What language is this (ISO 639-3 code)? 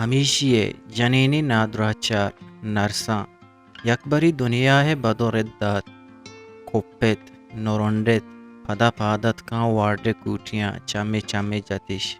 bgp